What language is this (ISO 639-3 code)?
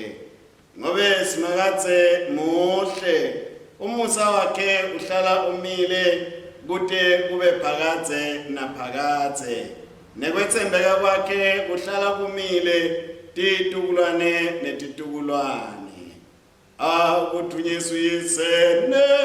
ssw